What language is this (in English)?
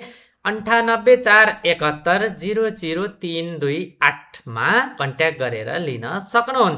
Nepali